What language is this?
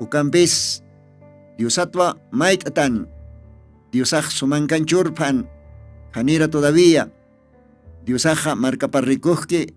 Aymara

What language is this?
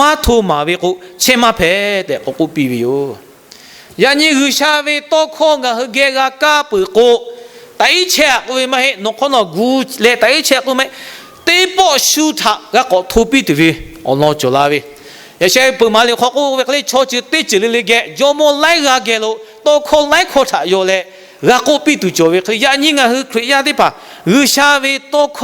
Lahu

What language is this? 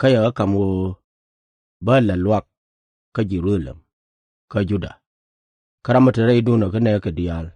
Nuer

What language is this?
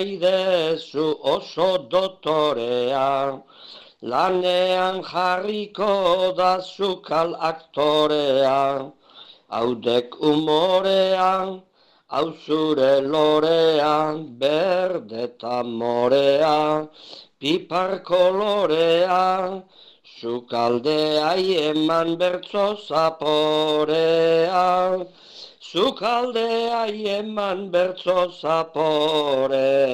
Basque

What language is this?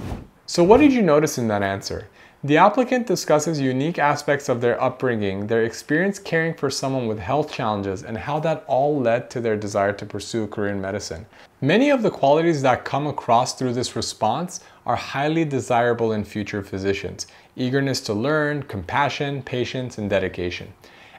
English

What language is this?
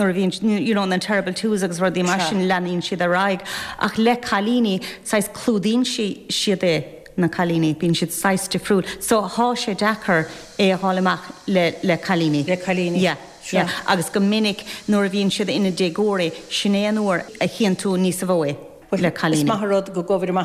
Irish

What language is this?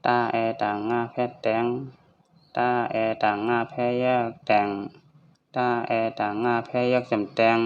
Shan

